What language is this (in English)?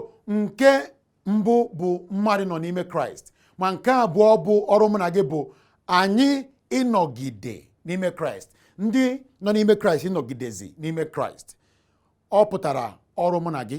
Igbo